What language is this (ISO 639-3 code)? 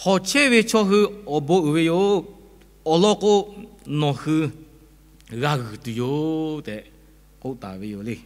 lhu